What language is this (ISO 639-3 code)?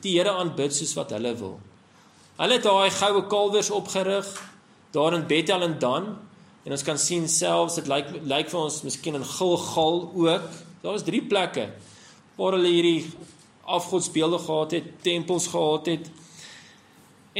afr